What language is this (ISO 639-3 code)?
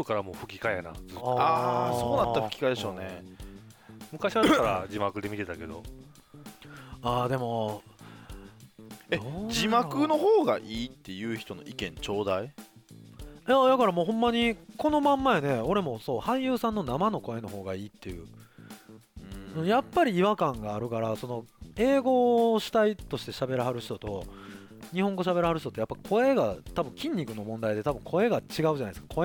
jpn